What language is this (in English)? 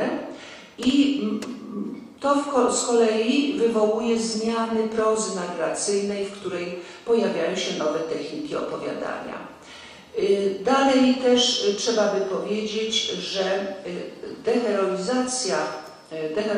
Polish